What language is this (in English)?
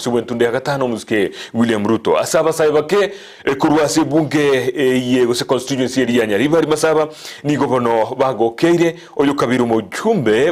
Gusii